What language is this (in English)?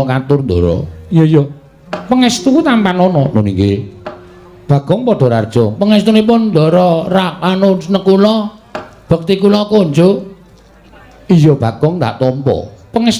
Javanese